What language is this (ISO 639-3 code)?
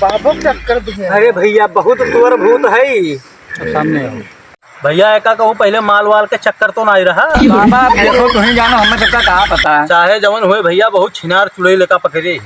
awa